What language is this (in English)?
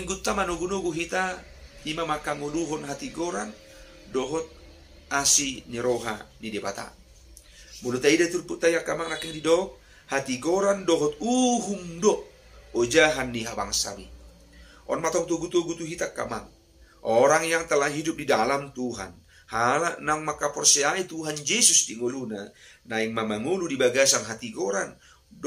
Batak Toba